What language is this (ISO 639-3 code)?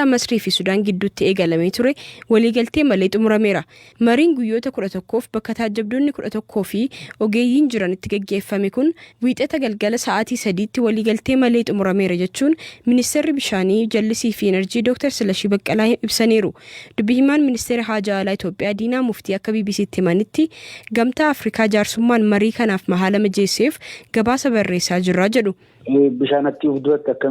orm